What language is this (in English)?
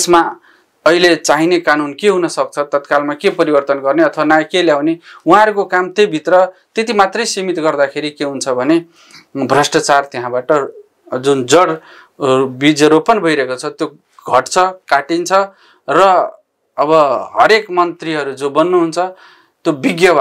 Nepali